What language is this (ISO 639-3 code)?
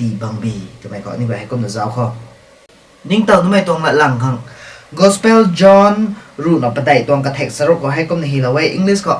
nbu